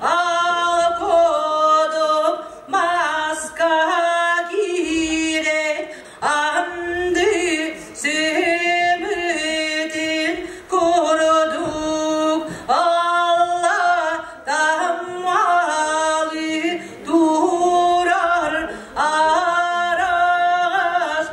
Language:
Yakut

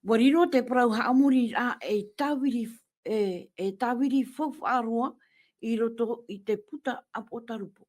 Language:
Tahitian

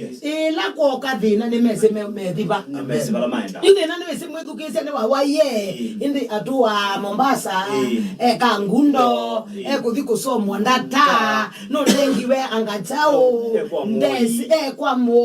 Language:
Kamba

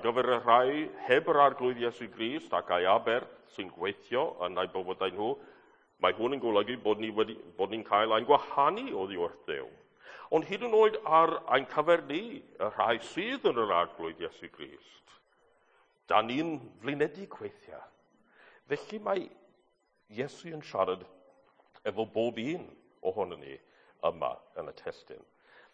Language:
Welsh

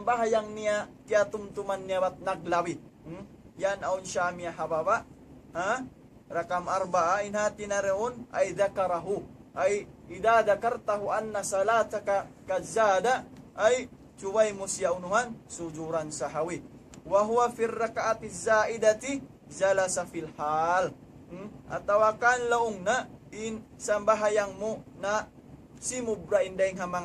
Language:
Tausug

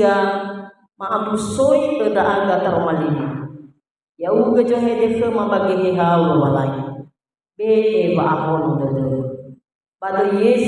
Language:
Nias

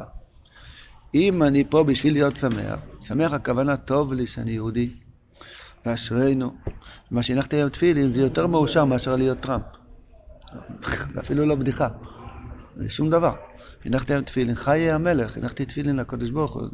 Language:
Hebrew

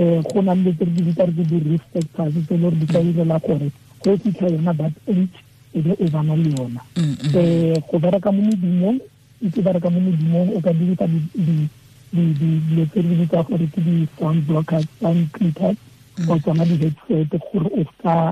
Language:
Tswana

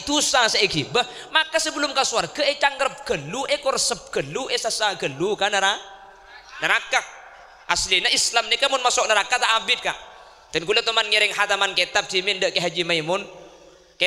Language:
Madurese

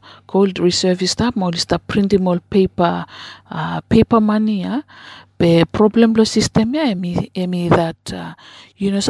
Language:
Bislama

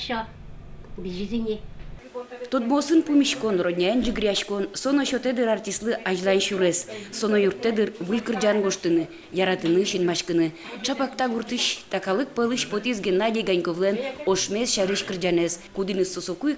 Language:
Udmurt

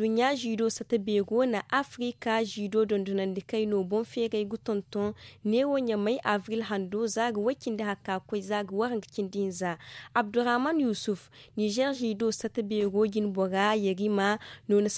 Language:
Zarma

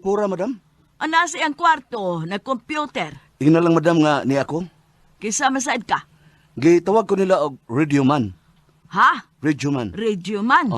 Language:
Cebuano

